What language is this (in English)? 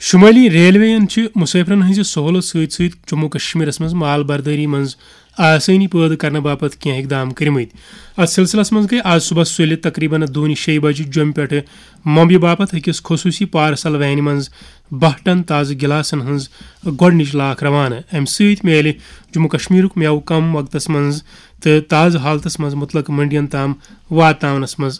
Kashmiri